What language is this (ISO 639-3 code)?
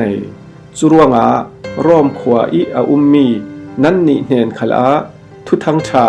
cfm